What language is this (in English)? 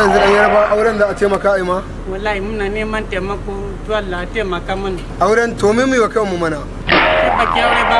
Hausa